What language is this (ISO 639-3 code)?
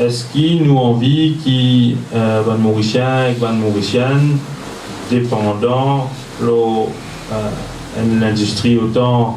mfe